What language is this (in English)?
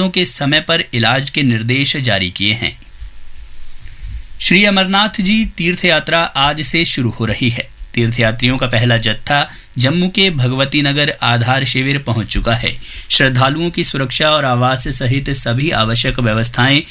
Hindi